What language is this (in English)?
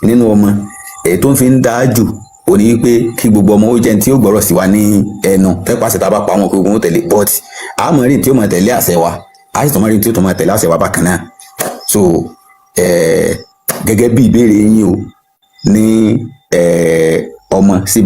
Yoruba